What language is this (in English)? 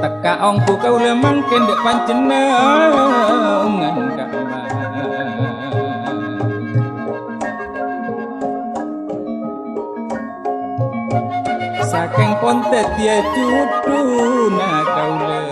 Madurese